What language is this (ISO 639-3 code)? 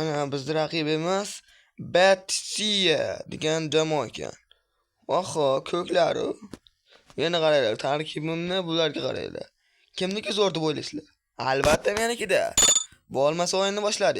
uzb